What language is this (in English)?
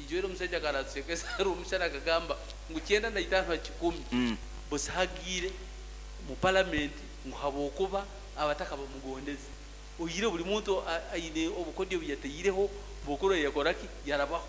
Nyankole